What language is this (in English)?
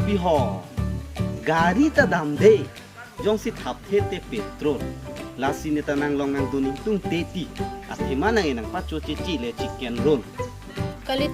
Karbi